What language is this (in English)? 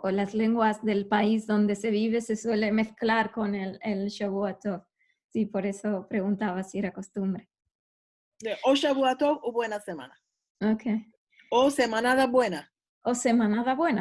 Ladino